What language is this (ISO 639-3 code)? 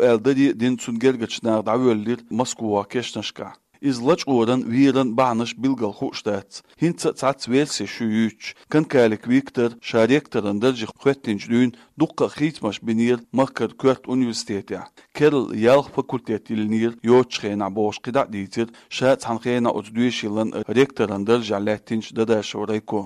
che